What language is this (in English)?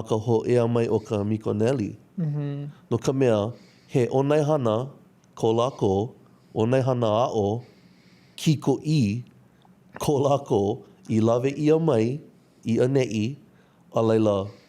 Hawaiian